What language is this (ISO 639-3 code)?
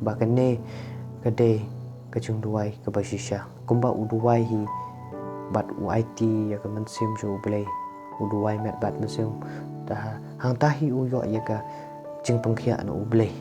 kha